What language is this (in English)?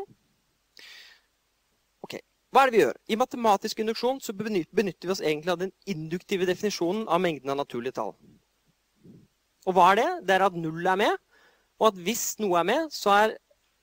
Norwegian